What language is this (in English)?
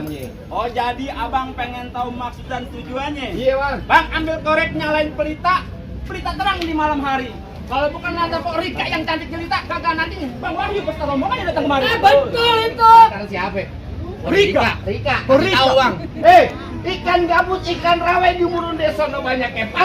Betawi